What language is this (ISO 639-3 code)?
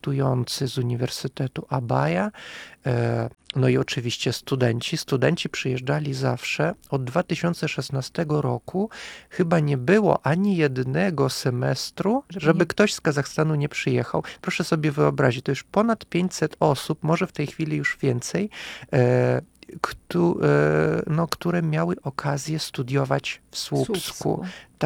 pol